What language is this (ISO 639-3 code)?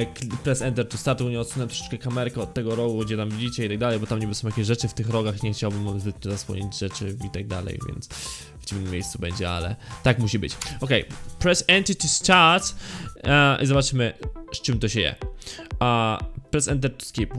pol